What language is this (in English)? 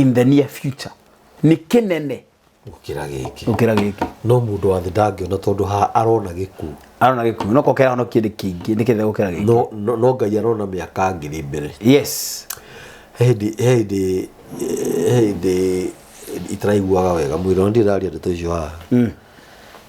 Kikuyu